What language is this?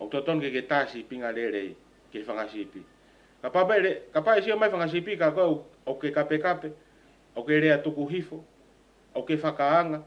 Tongan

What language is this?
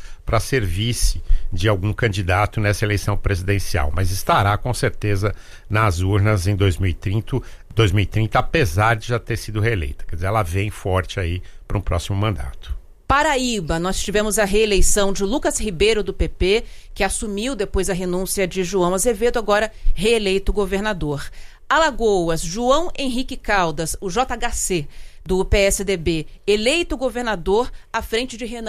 Portuguese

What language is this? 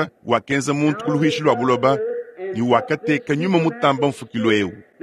Luba-Lulua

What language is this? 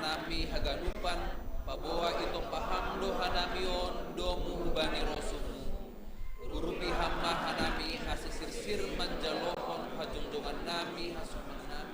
Batak Simalungun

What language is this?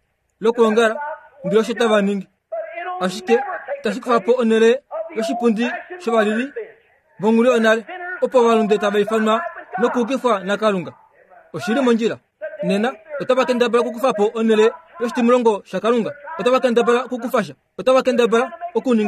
Kuanyama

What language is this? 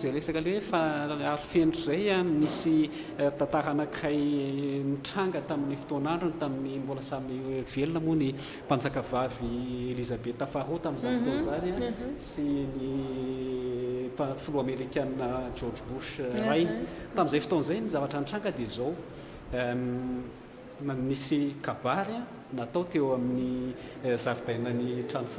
Malagasy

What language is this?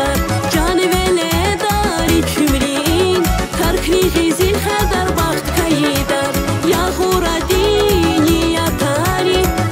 Tabassaran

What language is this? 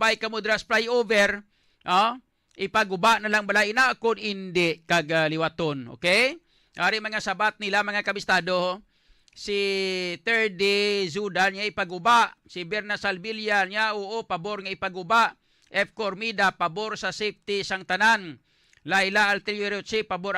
Hiligaynon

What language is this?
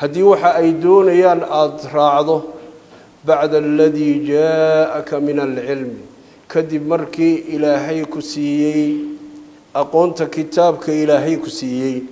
Somali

